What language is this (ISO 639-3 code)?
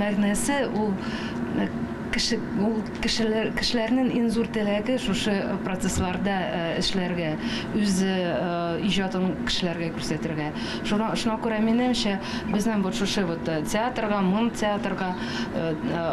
tat